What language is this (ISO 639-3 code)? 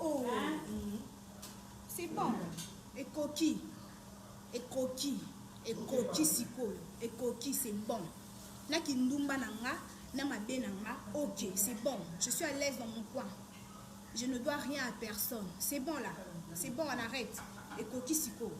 lin